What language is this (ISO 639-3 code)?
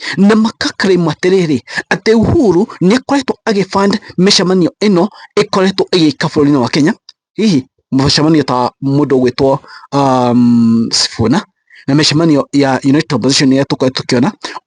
kik